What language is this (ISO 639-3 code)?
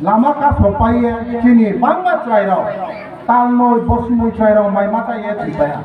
trp